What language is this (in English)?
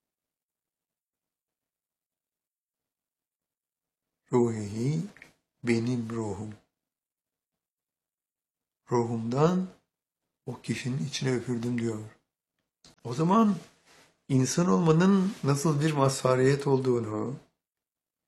Turkish